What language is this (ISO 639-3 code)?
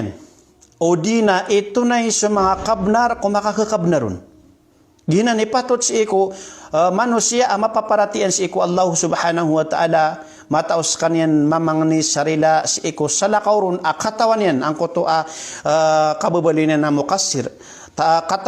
mrw